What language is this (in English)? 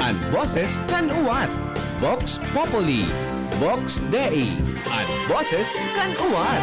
Bikol